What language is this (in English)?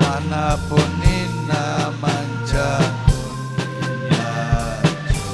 Ayacucho Quechua